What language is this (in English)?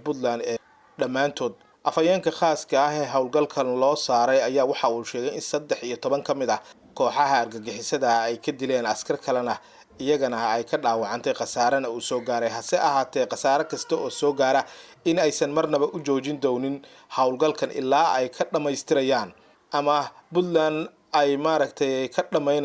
Somali